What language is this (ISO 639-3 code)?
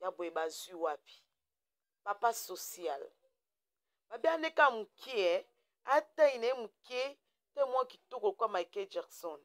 lin